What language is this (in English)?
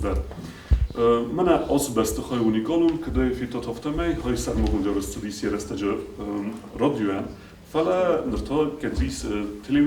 Ossetic